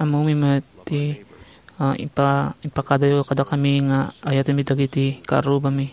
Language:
Iloko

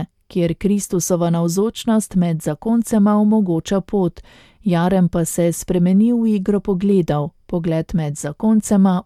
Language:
Slovenian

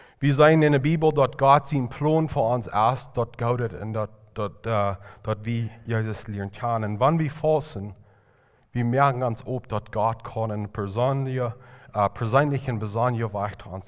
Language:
Plautdietsch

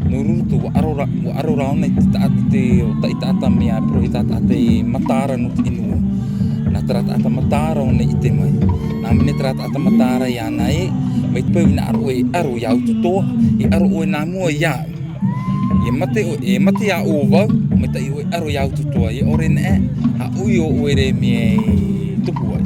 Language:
Tahitian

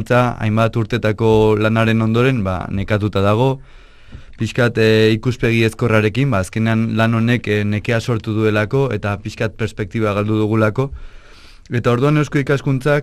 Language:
Basque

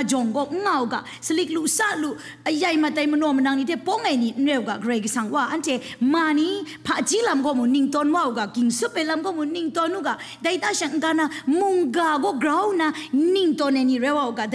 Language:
Kachin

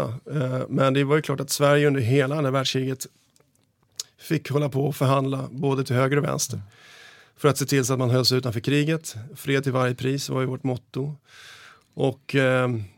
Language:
Swedish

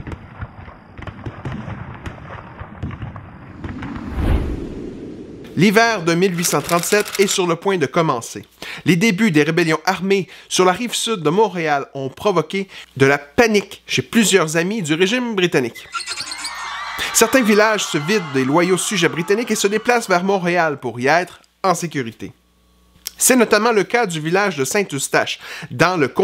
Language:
French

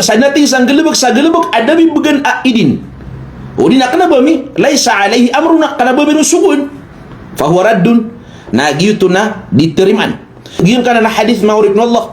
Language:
Maranao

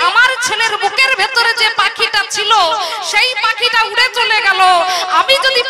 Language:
Bangla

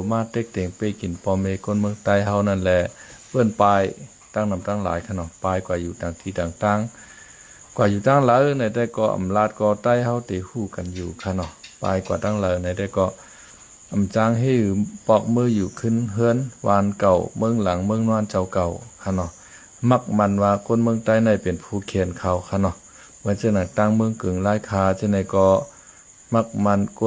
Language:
Shan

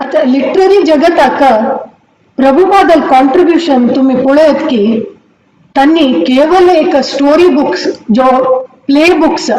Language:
Konkani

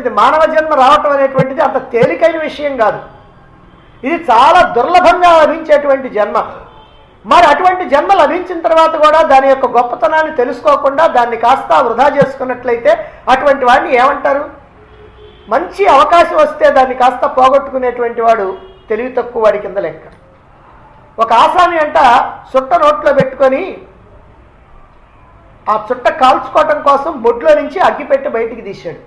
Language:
Telugu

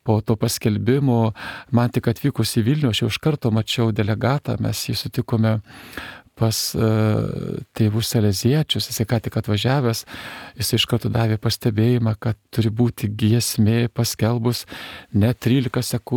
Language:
Lithuanian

